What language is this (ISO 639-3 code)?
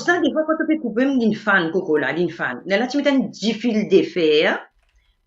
mfe